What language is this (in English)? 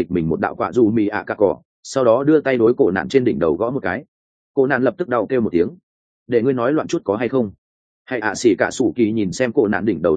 Vietnamese